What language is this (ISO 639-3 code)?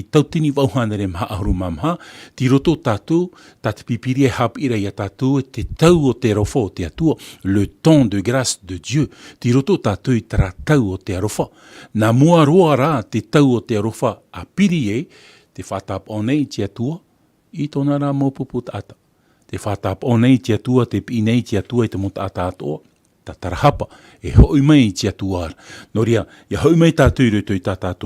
tah